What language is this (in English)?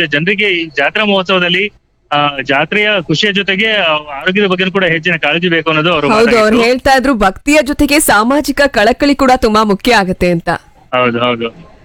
Kannada